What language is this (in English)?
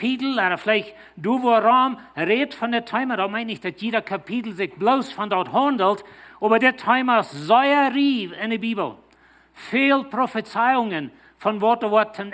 Plautdietsch